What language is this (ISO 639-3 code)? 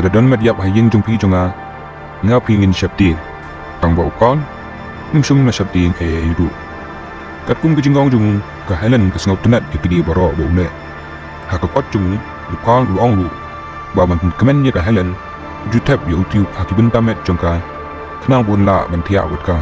kha